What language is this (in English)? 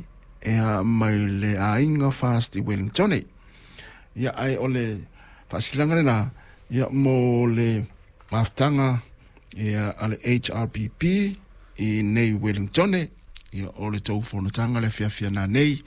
Samoan